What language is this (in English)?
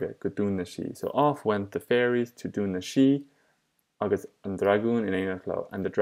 Irish